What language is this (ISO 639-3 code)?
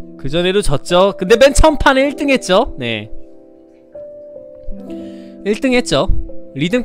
kor